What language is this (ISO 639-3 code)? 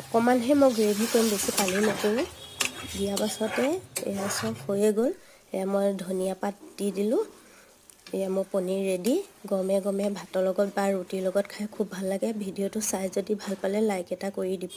asm